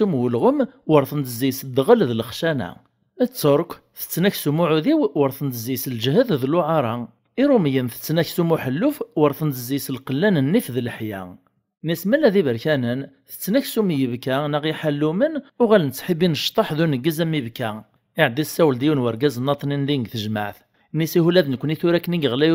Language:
Kabyle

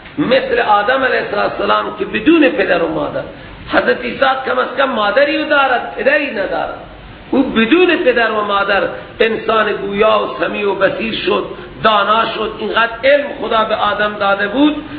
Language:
Persian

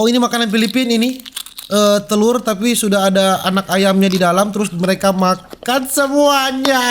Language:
Manado Malay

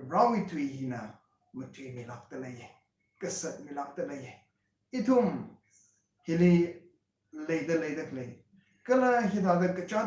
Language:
Tangkhul Naga (India)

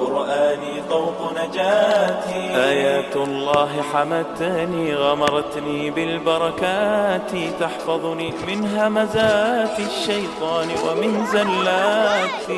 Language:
Chechen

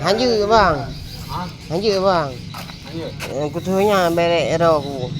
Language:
Achinese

